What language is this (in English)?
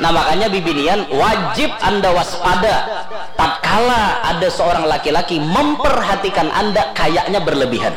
Banjar